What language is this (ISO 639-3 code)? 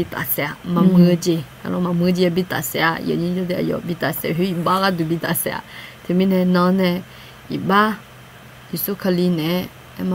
ahk